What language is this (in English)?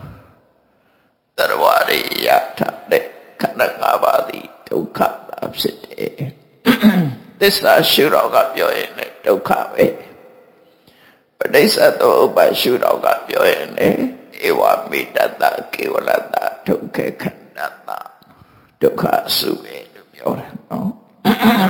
Burmese